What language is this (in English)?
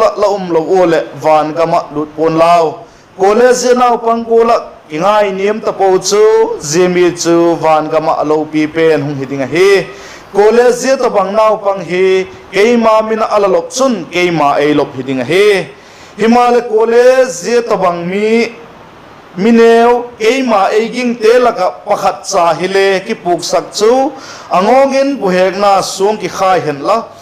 Vaiphei